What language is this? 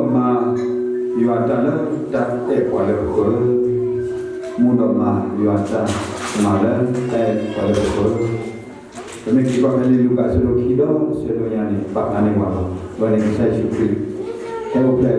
S'gaw Karen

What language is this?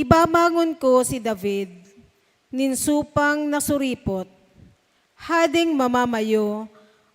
Bikol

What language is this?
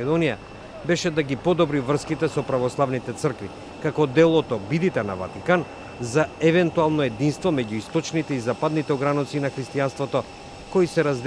Macedonian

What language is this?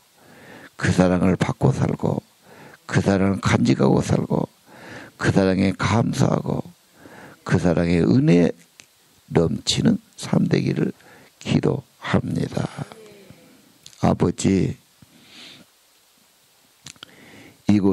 Korean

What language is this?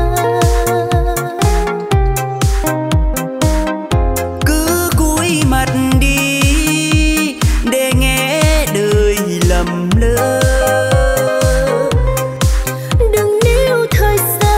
Vietnamese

